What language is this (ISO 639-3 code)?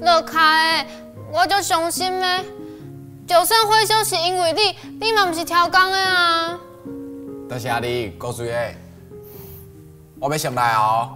nan